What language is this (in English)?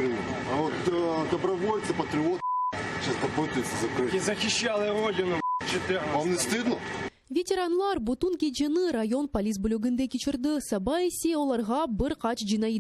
Crimean Tatar